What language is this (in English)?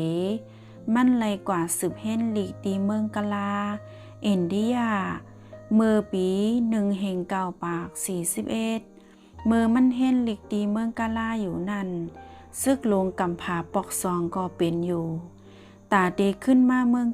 Shan